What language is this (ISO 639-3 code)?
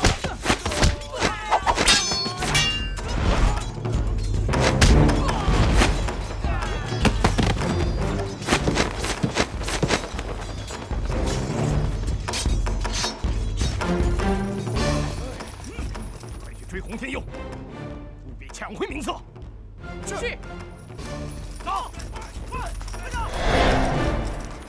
zho